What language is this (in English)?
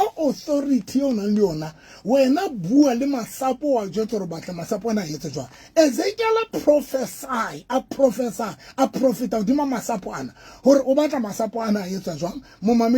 Southern Sotho